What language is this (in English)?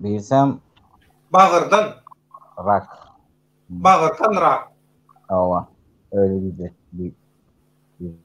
Turkmen